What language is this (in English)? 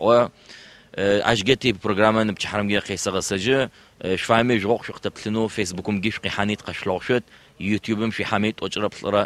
Adyghe